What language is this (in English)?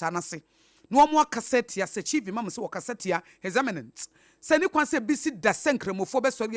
Akan